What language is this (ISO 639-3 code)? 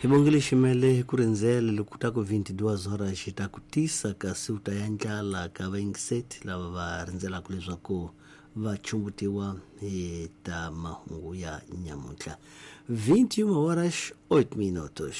tso